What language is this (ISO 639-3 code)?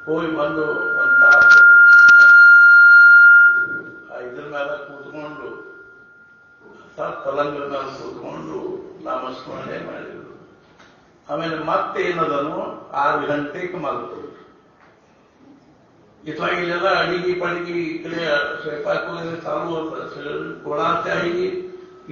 kan